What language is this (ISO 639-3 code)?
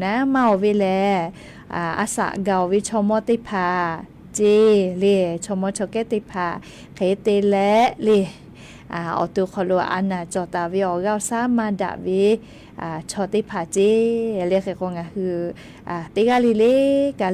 lhu